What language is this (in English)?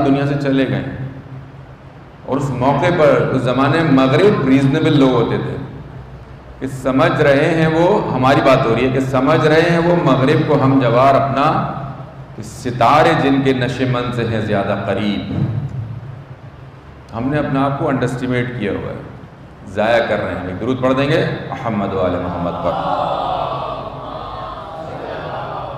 Urdu